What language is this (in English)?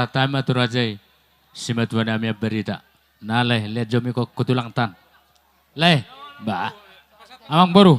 Batak Toba